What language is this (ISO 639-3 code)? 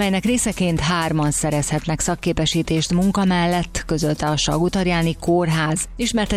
hun